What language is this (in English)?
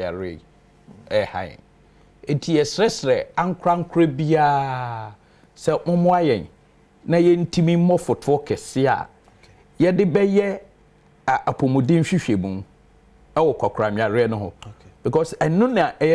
Akan